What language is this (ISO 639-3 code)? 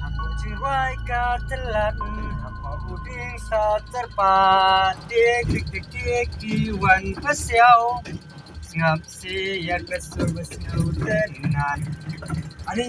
kha